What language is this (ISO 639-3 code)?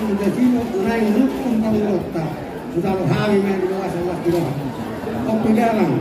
bbc